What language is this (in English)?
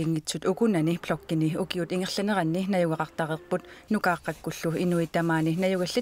Kalaallisut